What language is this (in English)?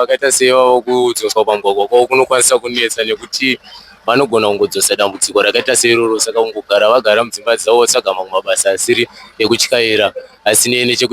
Shona